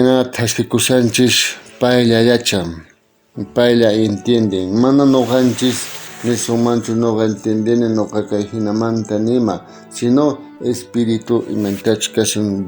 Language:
South Bolivian Quechua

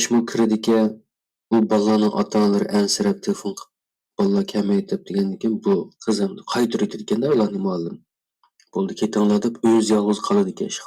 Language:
Uyghur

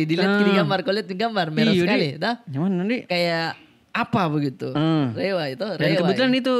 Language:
Makassar Malay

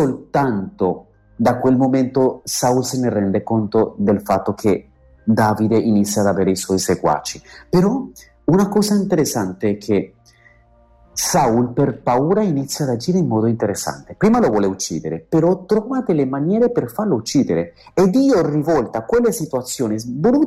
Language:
Italian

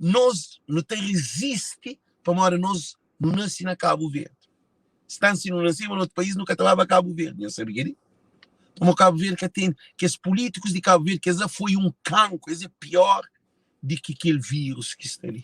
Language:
Kabuverdianu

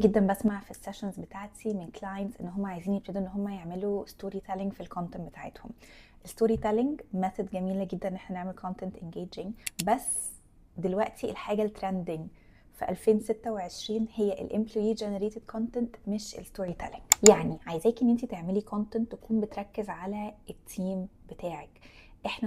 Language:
Egyptian Arabic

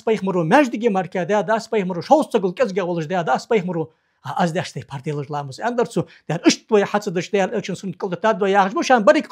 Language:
Ingush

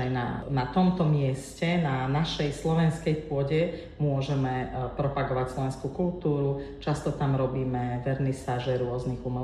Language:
Slovak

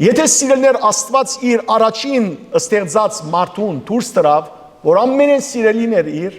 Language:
Western Armenian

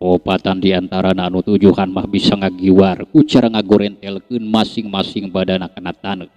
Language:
Sundanese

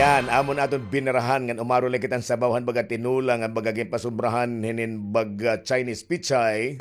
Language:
Waray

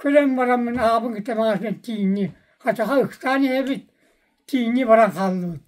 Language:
Yakut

